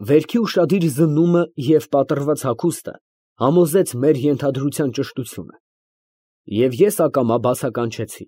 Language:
Armenian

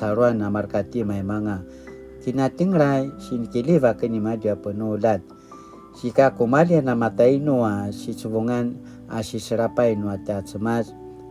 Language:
Paiwan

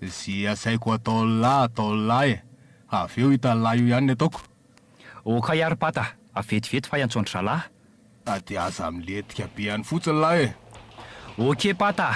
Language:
Malagasy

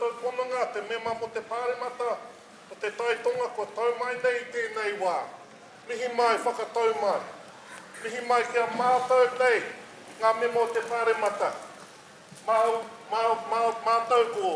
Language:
Māori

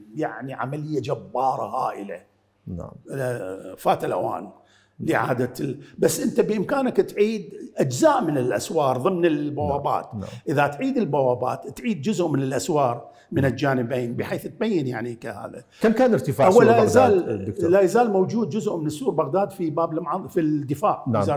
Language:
Mesopotamian Arabic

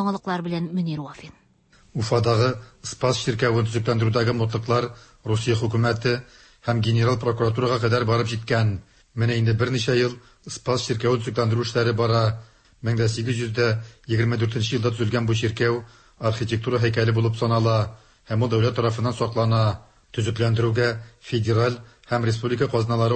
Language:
Tatar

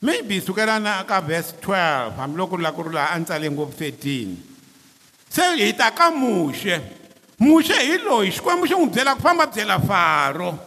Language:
Tsonga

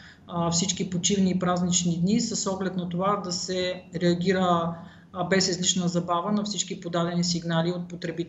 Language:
Bulgarian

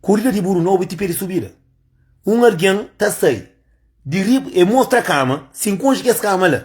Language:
Kabuverdianu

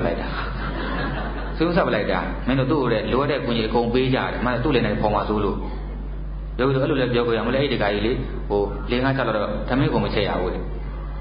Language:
Burmese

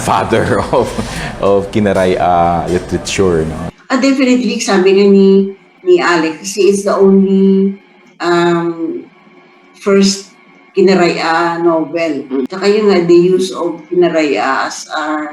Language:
Kinaray-a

